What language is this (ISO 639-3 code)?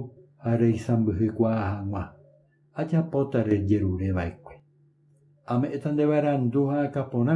grn